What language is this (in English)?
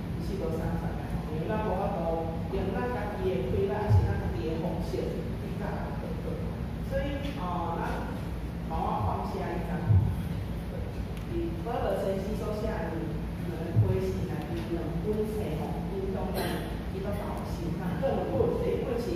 Min Nan Chinese